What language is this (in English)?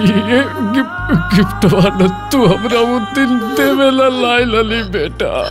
Magahi